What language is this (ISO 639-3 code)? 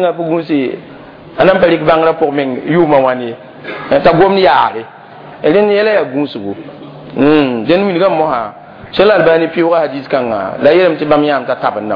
mos